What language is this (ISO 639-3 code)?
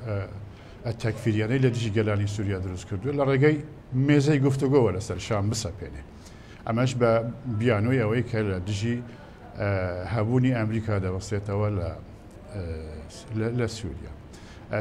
ckb